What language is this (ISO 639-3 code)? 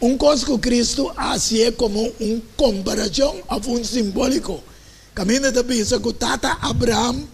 pap